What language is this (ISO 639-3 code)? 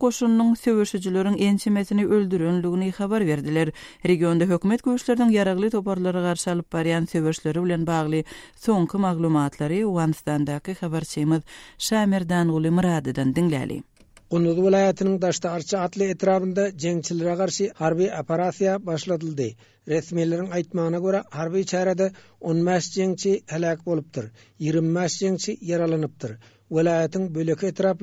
tuk